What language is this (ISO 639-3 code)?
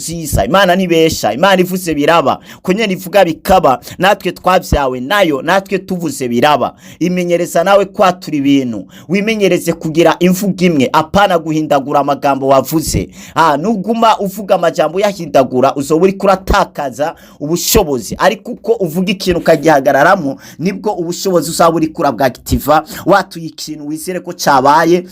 run